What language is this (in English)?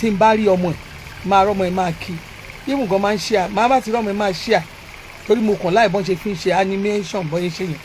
Yoruba